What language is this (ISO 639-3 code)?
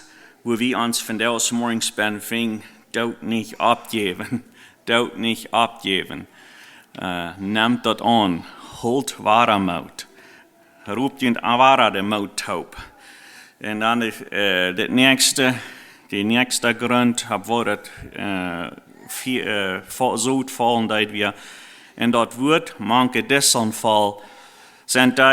pdt